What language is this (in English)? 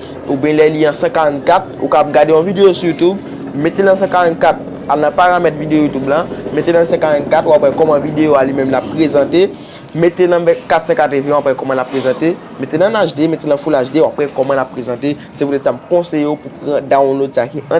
Haitian Creole